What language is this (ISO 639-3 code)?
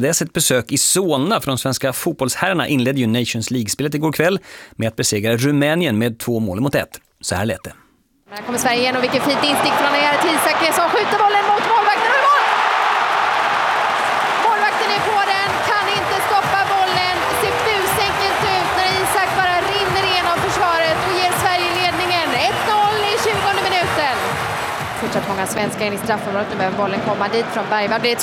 swe